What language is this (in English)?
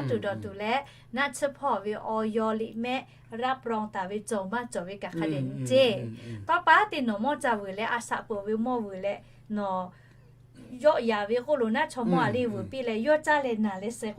Lahu